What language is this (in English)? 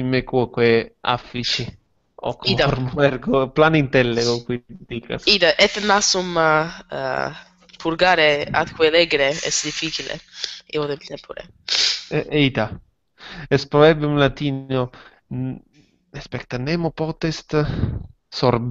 Latin